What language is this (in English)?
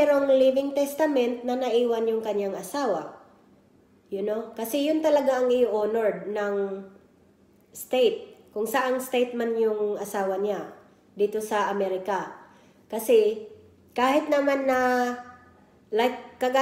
Filipino